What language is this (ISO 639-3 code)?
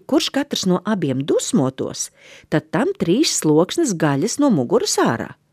lav